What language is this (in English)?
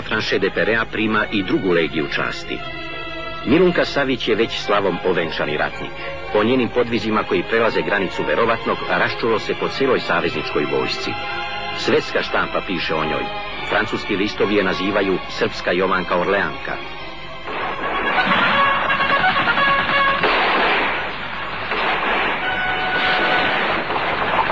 Serbian